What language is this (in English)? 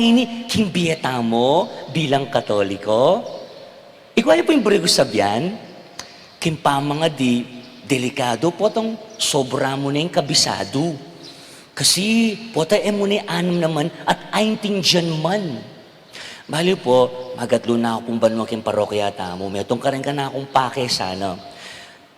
Pampanga